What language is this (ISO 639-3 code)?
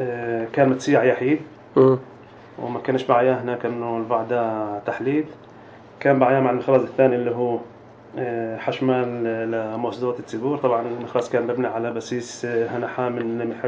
apc